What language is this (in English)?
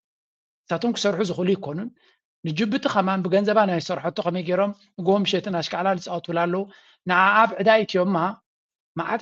Tigrinya